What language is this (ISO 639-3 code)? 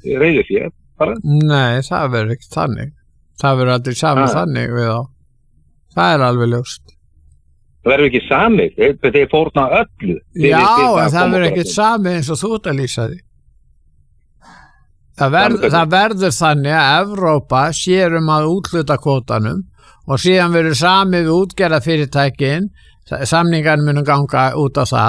isl